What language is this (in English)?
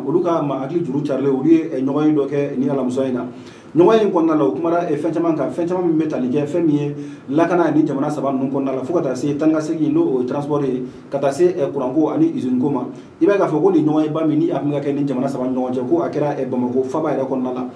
Bambara